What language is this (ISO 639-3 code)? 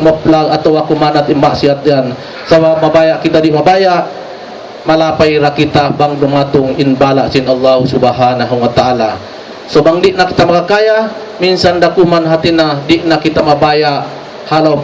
tsg